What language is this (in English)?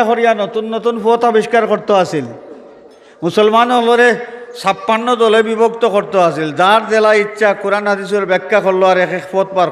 Sylheti